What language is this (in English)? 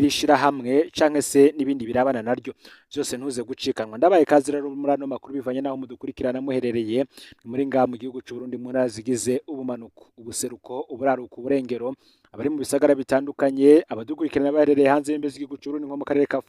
Rundi